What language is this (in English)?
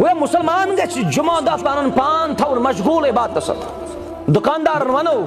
Kashmiri